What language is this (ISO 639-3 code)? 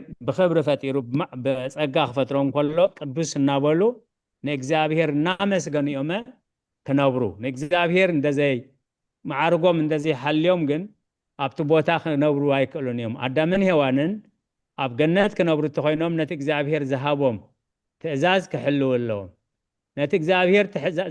tir